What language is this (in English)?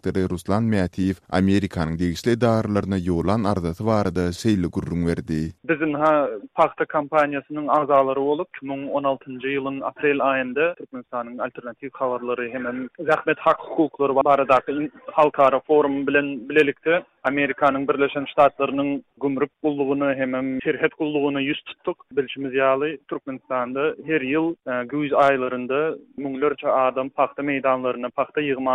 Turkmen